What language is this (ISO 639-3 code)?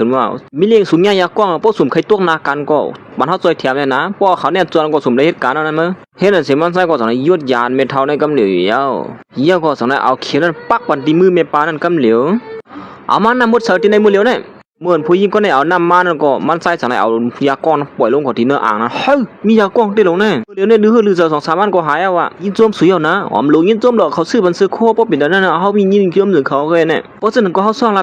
shn